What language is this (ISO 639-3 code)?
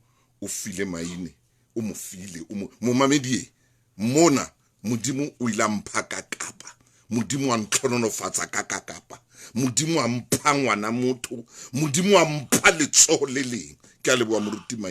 sot